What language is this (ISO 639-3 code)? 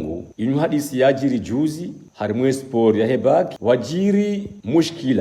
zdj